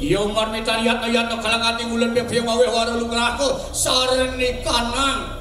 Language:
Balinese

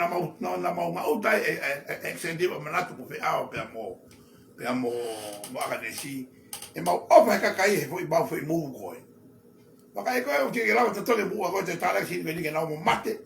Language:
Tongan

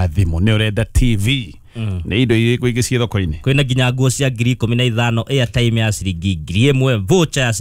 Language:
Kikuyu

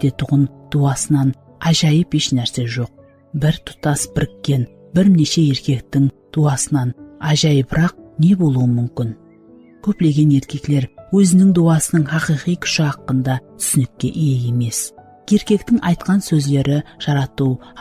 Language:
Kara-Kalpak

